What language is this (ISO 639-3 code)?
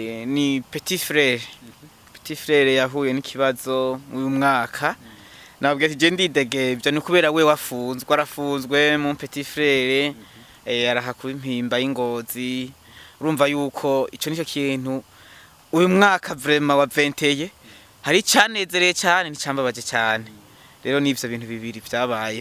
run